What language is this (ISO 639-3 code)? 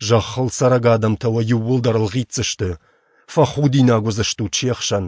oss